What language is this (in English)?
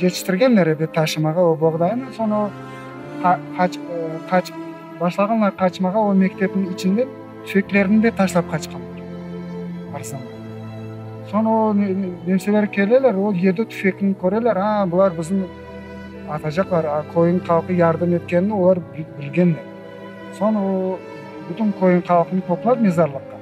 Crimean Tatar